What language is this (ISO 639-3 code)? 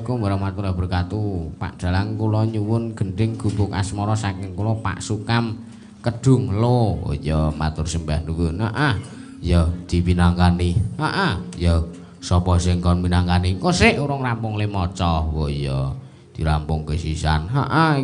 jav